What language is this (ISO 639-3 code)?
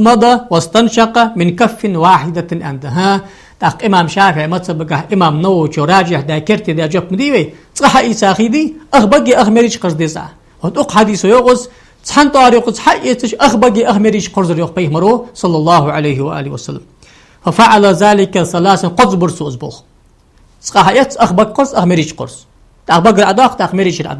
inh